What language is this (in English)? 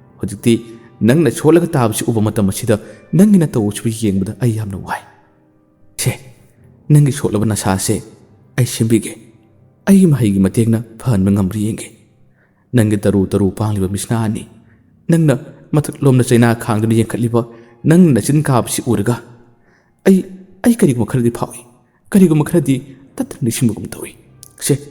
Manipuri